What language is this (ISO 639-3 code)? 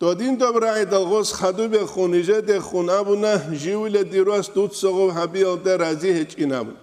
ava